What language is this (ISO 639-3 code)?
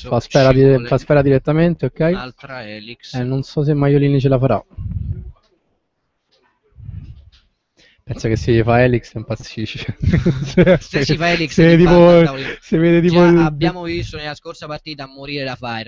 ita